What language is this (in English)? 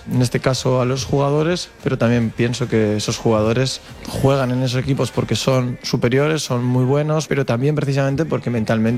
Spanish